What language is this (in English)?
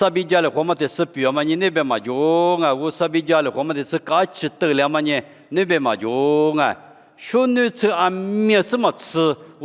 Lisu